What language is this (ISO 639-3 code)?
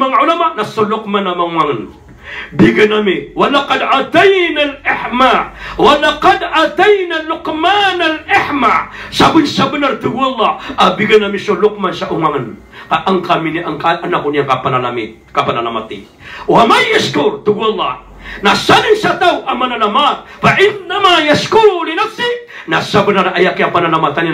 mrw